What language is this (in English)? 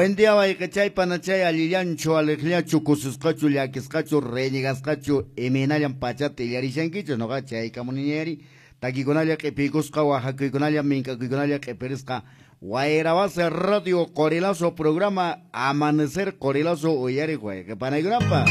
Quechua